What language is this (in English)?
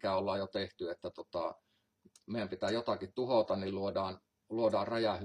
Finnish